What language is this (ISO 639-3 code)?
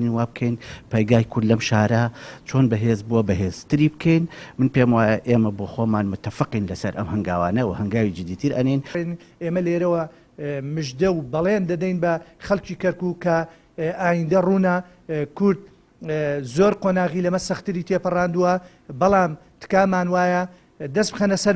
ckb